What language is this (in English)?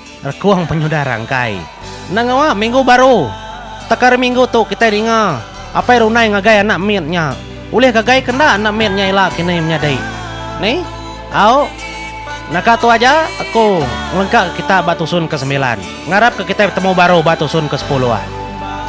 Iban